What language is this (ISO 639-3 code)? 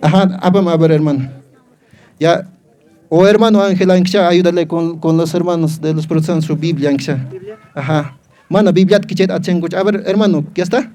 que